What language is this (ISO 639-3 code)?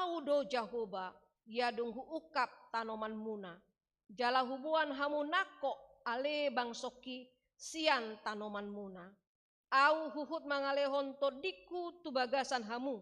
bbc